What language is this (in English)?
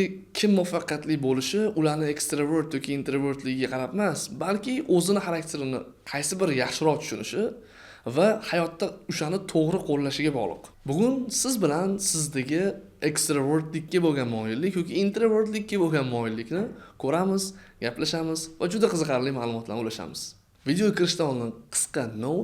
Uzbek